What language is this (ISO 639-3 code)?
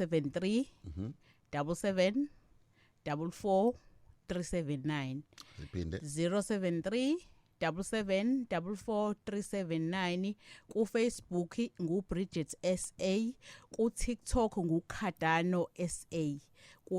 zul